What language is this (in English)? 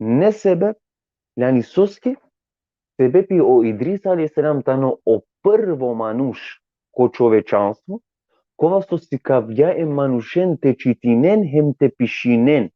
Balkan Romani